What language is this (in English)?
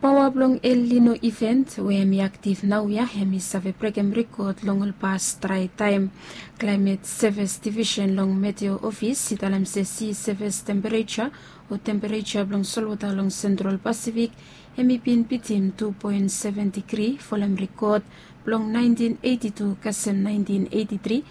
Bislama